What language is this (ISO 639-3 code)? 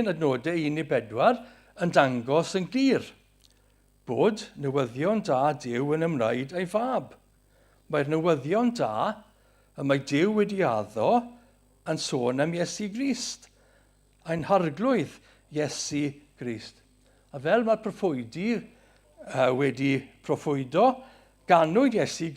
cym